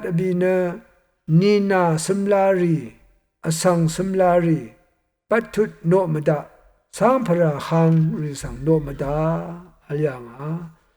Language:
Rawang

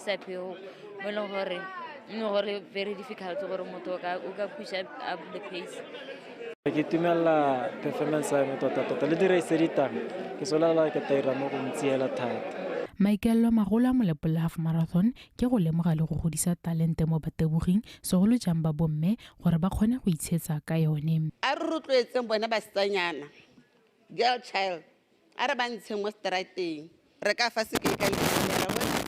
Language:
Tswana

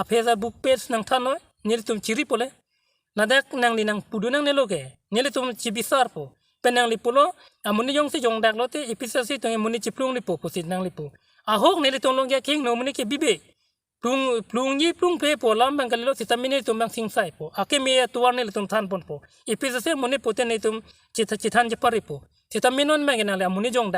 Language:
Karbi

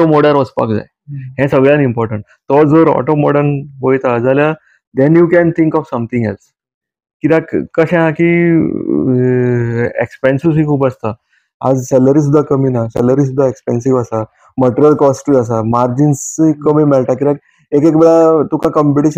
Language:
Konkani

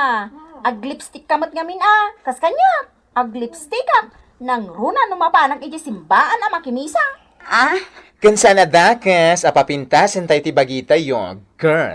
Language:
Iloko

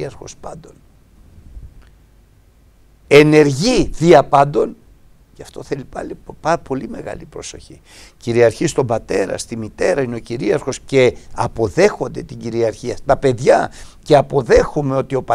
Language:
Greek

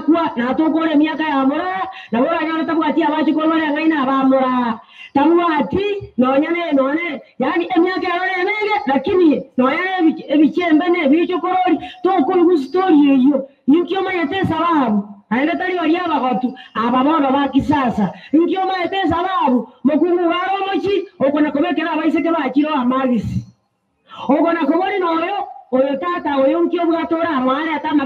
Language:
Gusii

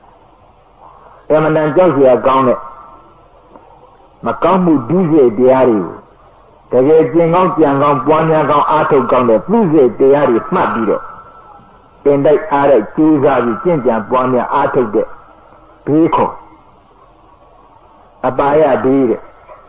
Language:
Burmese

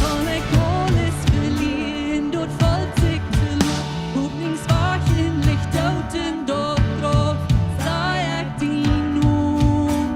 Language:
Plautdietsch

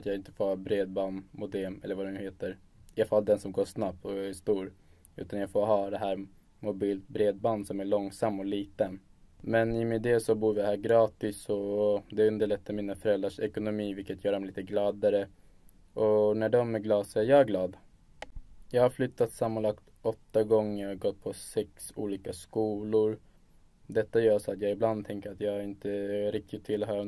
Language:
Swedish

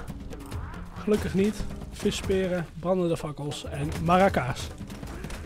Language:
Dutch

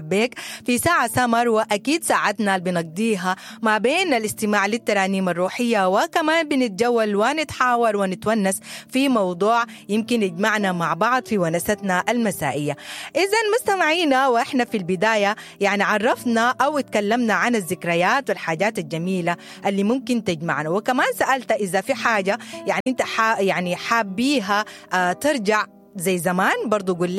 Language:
Sudanese Arabic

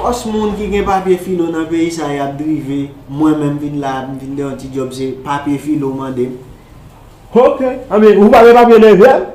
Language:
Haitian Creole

